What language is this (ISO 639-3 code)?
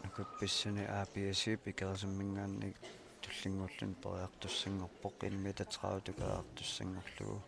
kal